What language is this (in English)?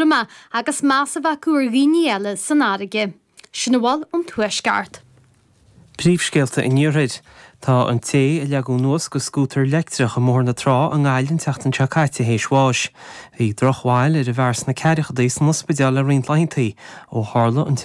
Irish